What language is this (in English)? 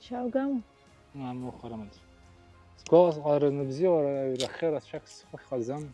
Abkhazian